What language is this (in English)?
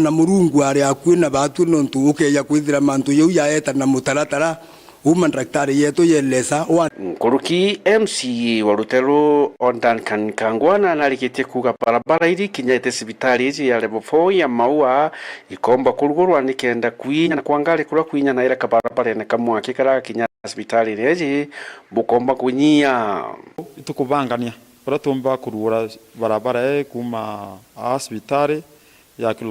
Meru